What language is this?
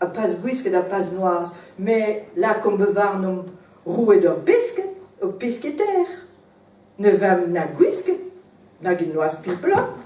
Breton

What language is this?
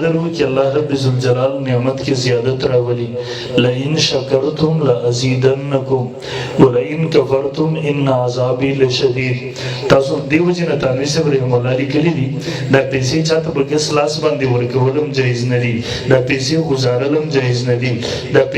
Pashto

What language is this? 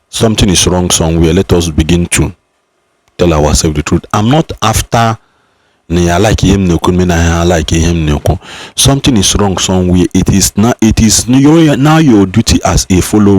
Igbo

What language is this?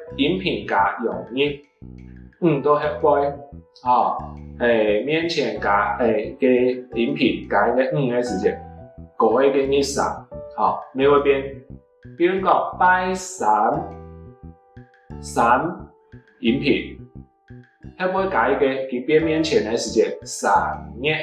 Hakka Chinese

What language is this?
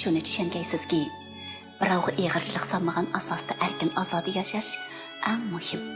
Uyghur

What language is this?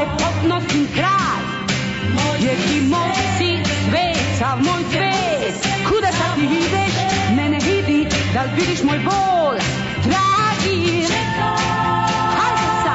Serbian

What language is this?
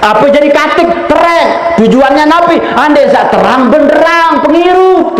Sasak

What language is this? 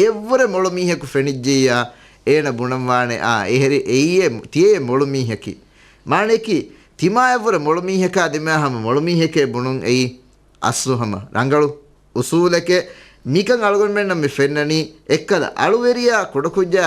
Divehi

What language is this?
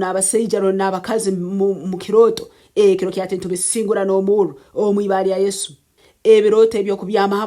Nyoro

